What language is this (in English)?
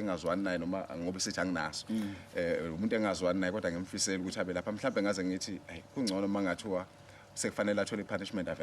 Zulu